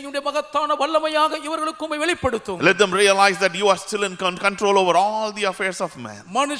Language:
Tamil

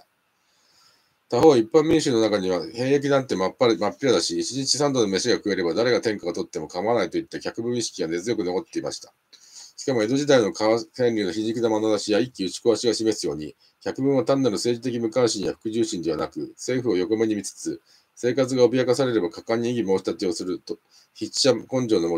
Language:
Japanese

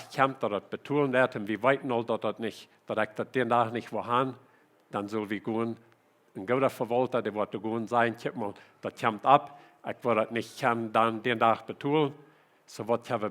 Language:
Plautdietsch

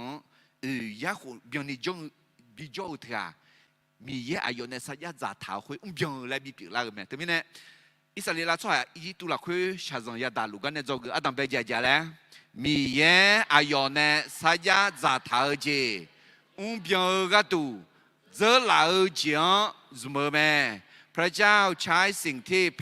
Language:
Akha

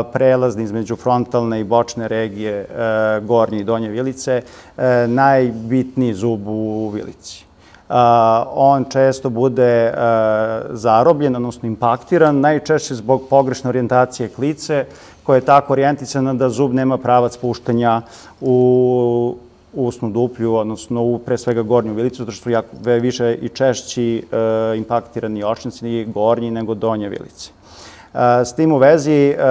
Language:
Serbian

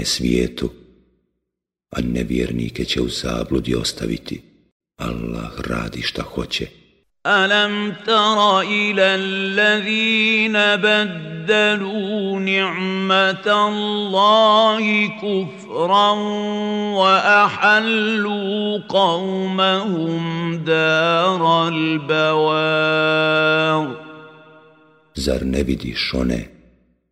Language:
Bosnian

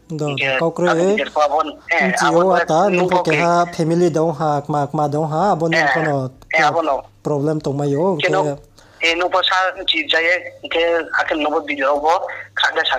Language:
Riang (India)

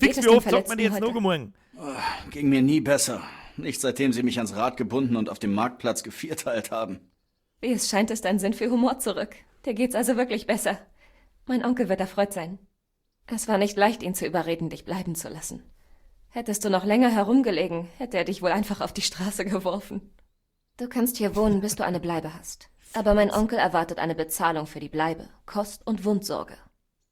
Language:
Bavarian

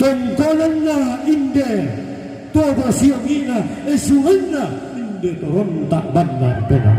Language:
Toraja-Sa'dan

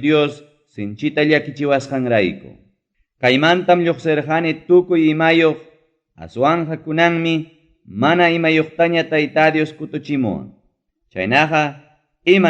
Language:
Ayacucho Quechua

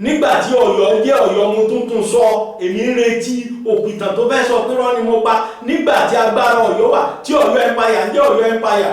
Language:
Yoruba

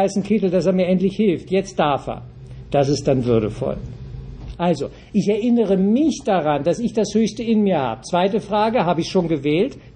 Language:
German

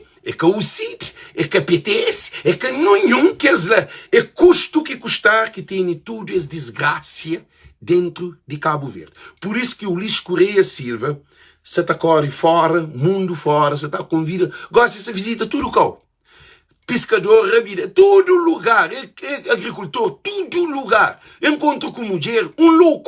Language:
Kabuverdianu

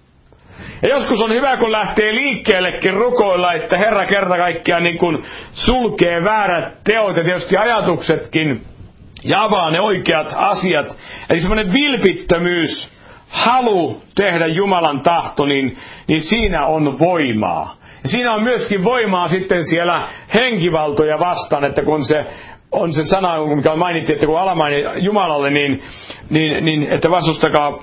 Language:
Finnish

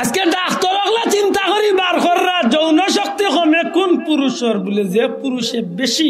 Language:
Sylheti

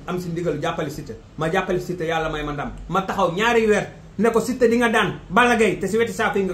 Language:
Wolof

